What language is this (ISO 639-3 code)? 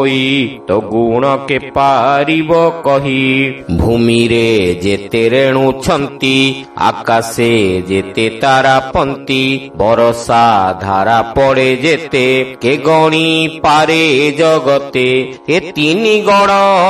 ori